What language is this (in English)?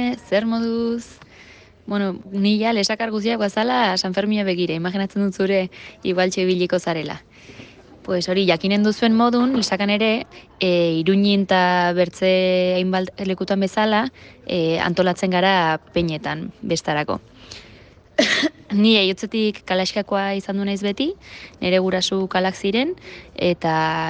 Basque